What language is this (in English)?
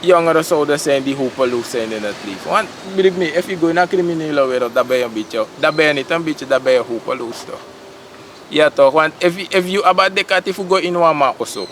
Sranan Tongo